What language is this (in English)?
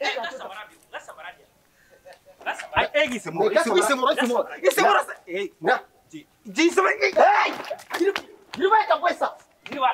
Bambara